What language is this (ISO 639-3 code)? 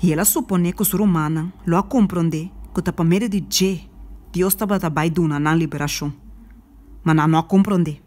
pap